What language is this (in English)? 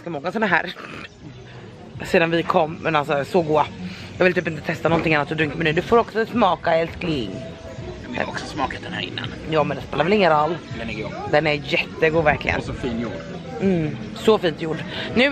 Swedish